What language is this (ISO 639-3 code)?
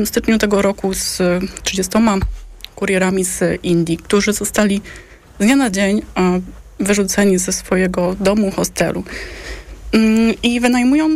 pol